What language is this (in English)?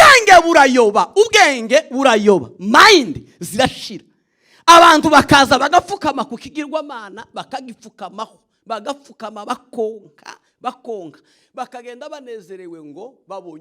Rundi